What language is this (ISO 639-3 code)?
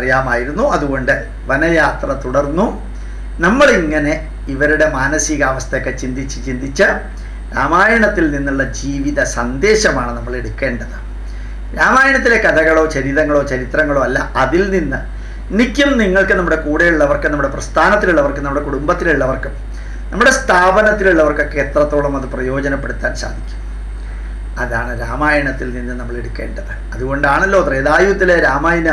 mal